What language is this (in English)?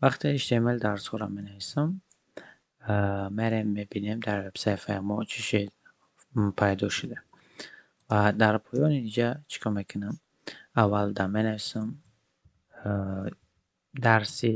Tajik